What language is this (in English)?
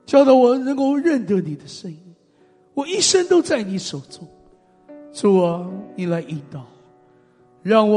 Chinese